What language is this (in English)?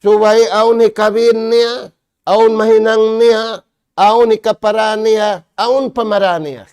Tausug